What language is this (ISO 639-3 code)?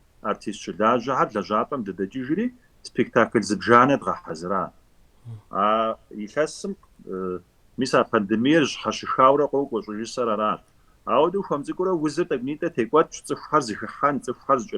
kbd